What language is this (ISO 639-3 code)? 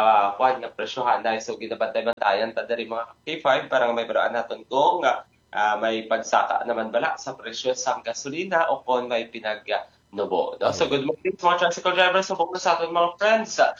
hil